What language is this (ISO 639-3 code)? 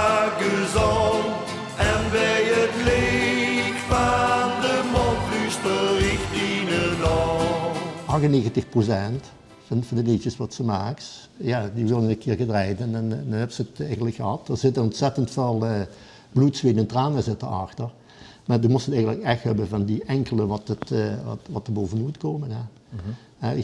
lim